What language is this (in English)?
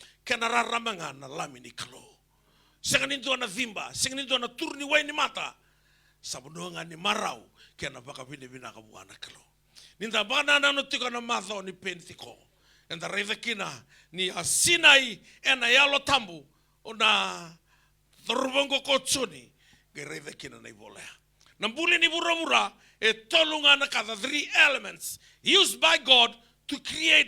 Fijian